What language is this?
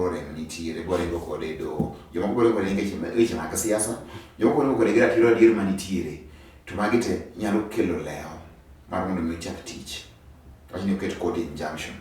Luo (Kenya and Tanzania)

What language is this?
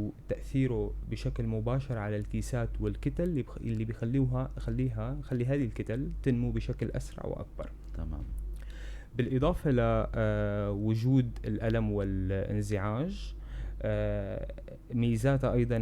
North Levantine Arabic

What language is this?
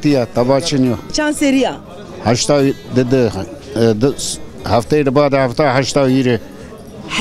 Zaza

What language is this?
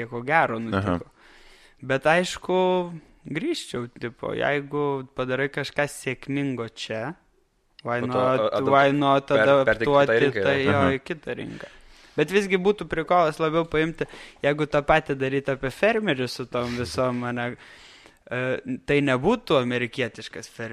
Lithuanian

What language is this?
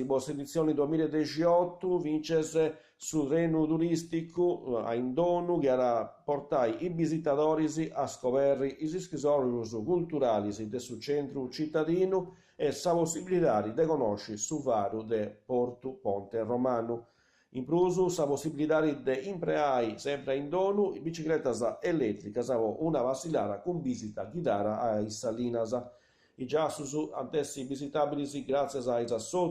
Sardinian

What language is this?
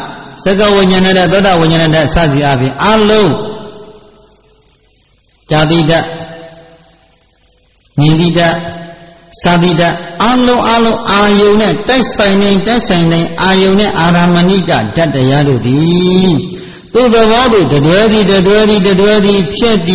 Burmese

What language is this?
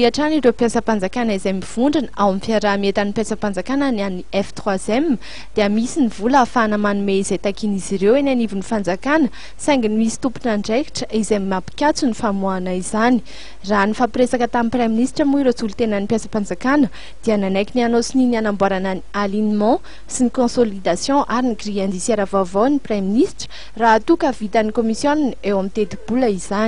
Malagasy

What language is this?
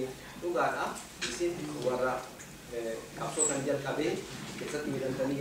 Oromo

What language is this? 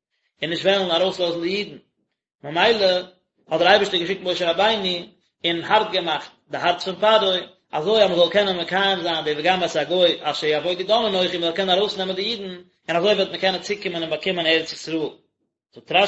Yiddish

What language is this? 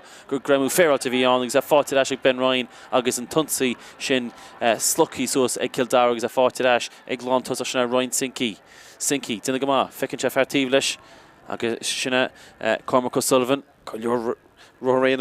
Irish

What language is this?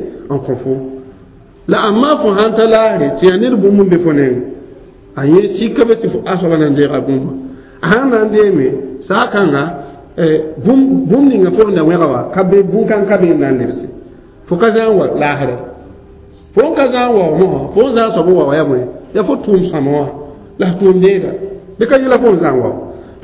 Mossi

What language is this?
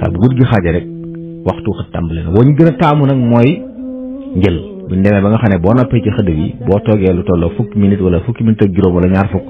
Wolof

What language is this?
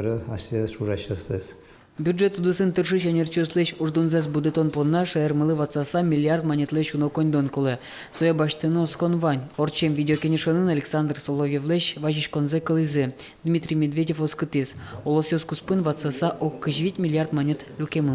Udmurt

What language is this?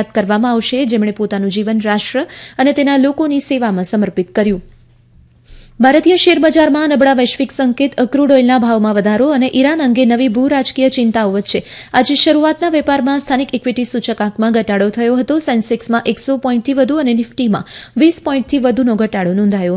Gujarati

